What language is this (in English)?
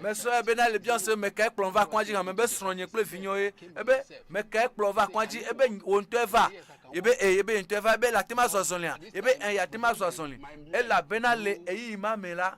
Ewe